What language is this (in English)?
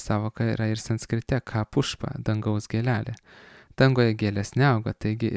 Lithuanian